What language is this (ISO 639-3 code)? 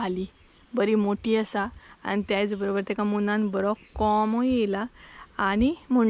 kok